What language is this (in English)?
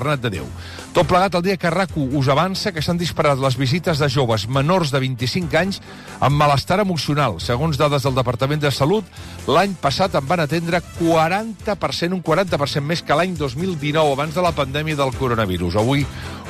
Catalan